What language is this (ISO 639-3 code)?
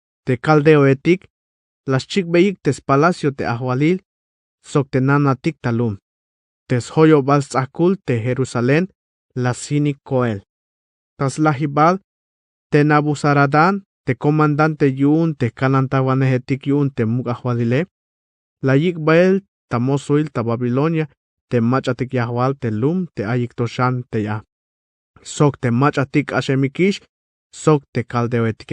tzh